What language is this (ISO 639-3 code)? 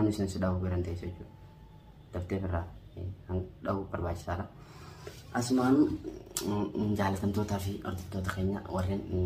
orm